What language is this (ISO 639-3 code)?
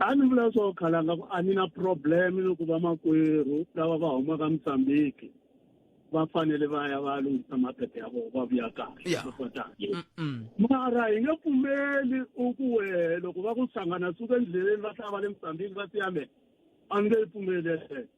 tso